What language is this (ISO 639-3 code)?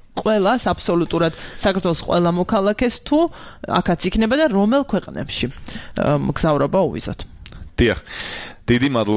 kat